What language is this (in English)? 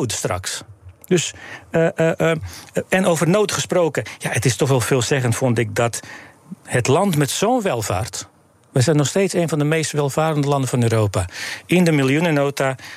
Dutch